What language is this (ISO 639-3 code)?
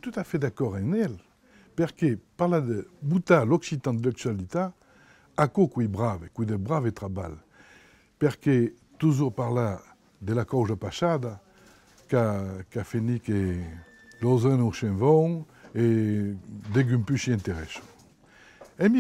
oci